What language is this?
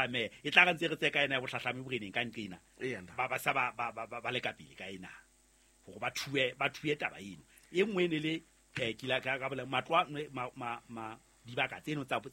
Southern Sotho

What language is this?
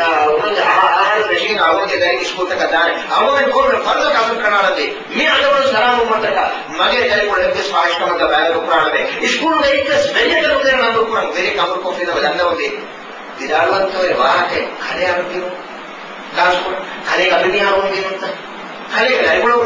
Divehi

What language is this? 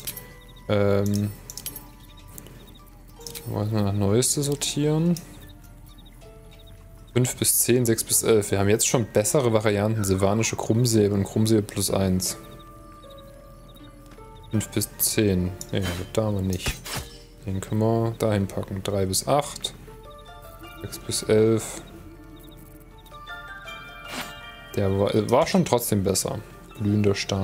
German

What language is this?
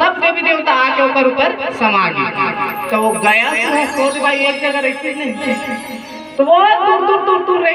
Chhattisgarhi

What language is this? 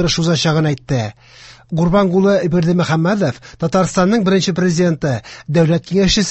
Tatar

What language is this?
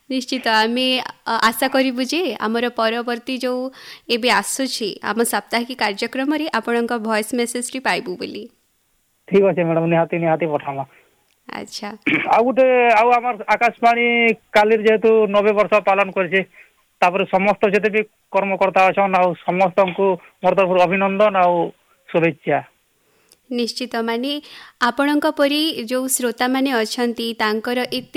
Odia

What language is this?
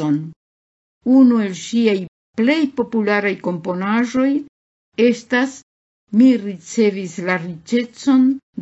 Esperanto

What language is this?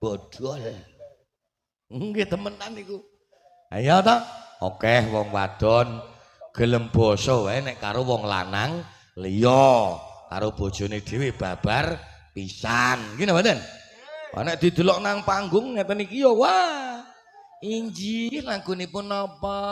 Javanese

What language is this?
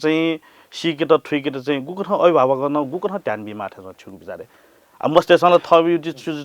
Newari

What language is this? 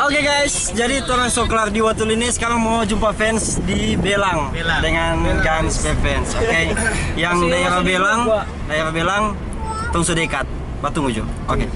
Manado Malay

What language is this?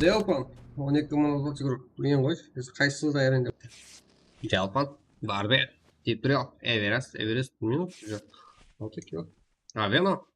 Kara-Kalpak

